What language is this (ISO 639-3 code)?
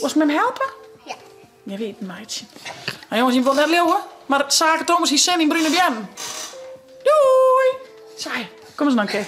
fry